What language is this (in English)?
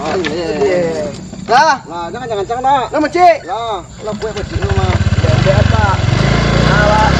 Minangkabau